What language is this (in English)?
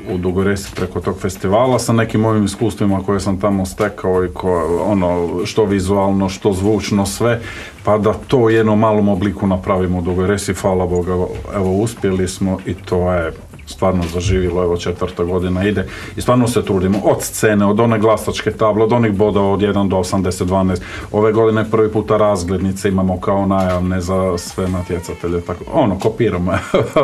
Croatian